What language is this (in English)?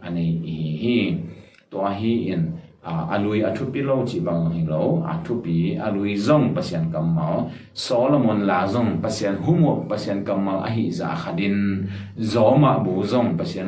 Tedim Chin